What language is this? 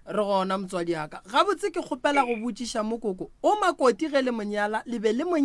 Northern Sotho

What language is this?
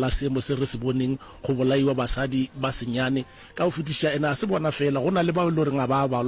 Northern Sotho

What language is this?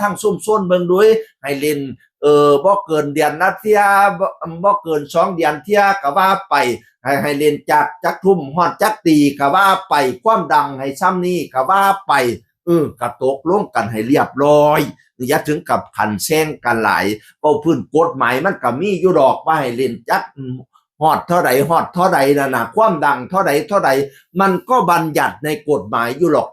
Northeastern Thai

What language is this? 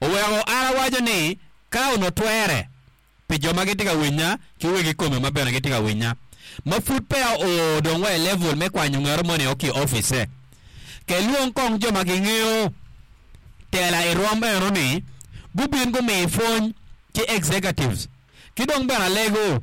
Acoli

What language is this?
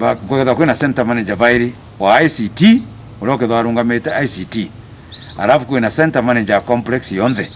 Meru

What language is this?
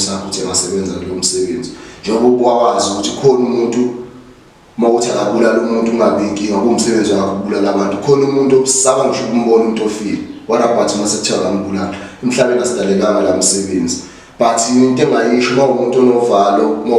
Zulu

